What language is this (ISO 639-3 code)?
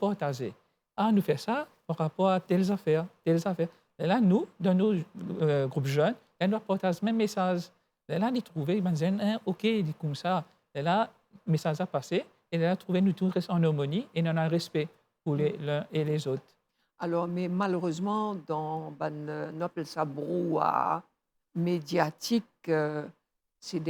mfe